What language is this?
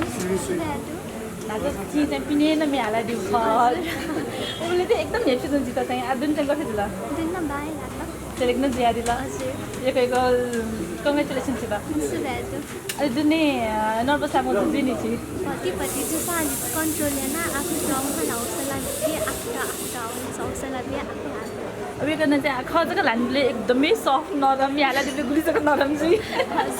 Newari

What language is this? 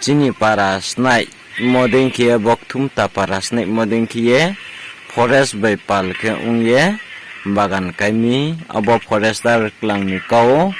Riang (India)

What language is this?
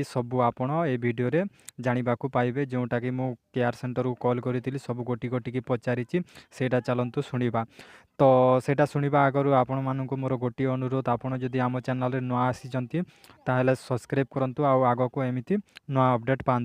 Odia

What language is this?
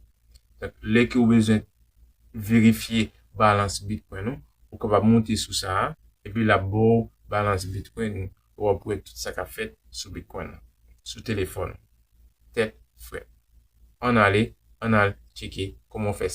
Haitian Creole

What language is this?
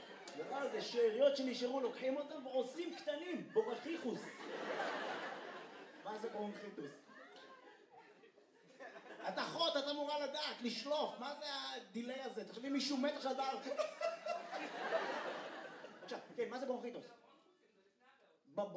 Hebrew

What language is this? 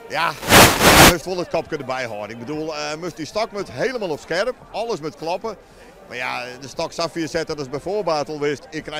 Western Frisian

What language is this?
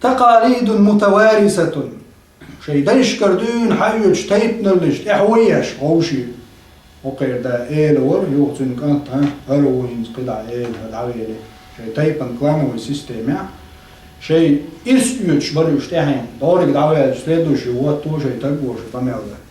Chechen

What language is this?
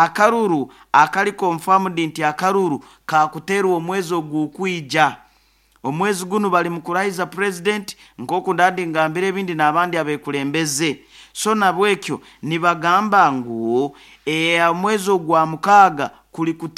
Nyoro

